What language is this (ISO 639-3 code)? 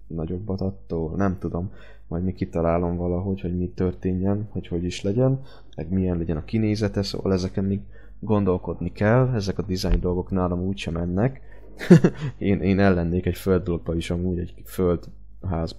hun